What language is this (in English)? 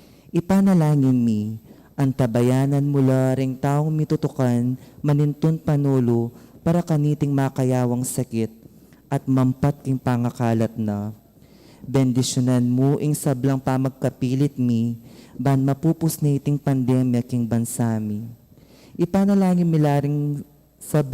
Pampanga